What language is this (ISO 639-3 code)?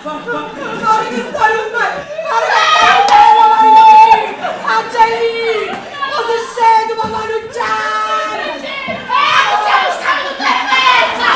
nap